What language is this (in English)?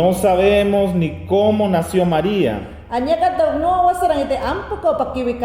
Mayangna